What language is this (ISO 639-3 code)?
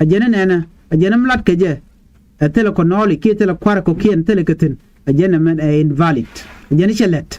nus